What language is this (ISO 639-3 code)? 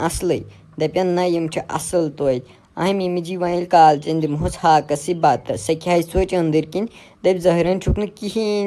kas